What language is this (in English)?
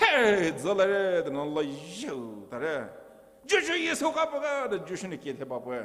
Poumei Naga